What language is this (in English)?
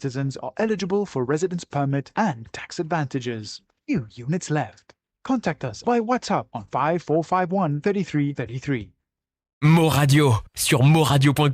Morisyen